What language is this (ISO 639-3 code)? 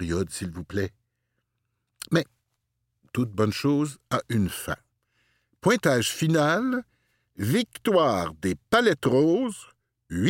fra